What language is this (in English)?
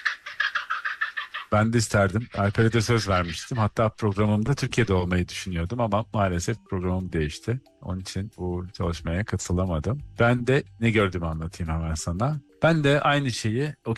Turkish